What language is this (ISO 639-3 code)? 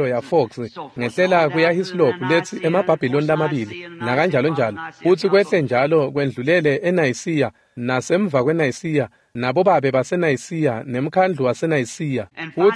ssw